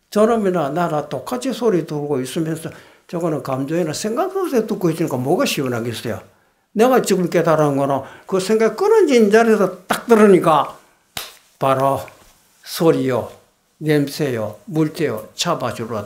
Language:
Korean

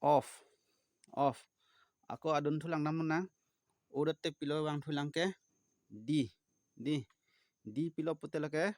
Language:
Karbi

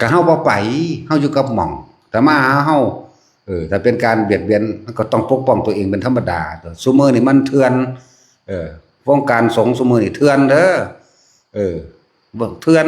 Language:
Lao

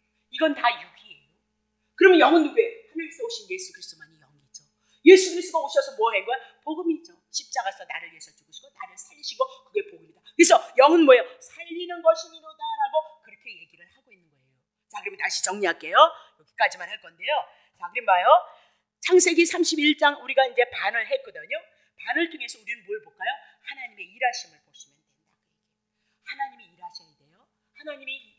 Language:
Korean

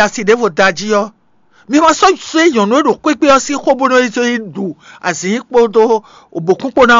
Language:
Fon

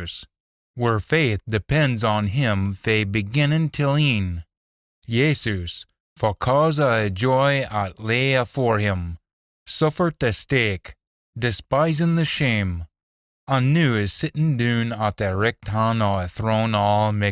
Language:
Scots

